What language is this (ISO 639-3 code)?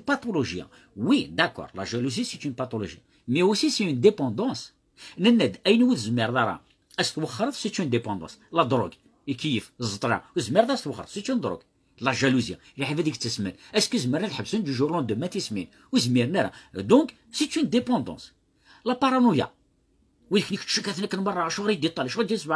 kab